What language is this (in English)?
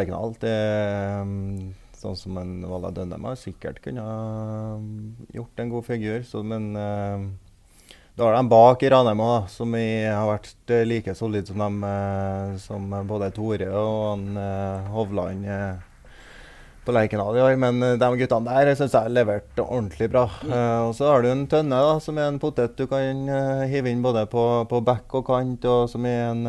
Norwegian